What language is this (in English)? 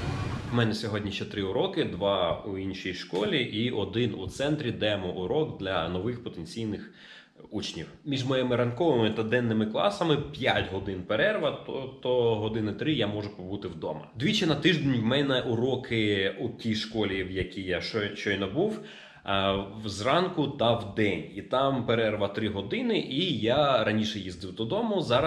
Ukrainian